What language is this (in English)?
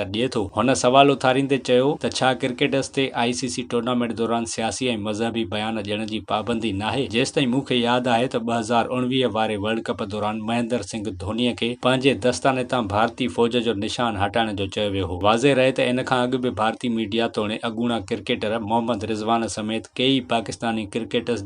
Sindhi